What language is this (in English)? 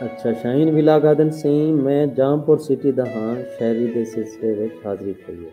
Saraiki